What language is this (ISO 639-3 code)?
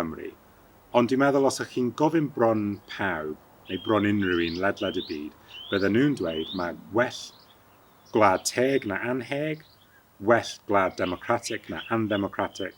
cym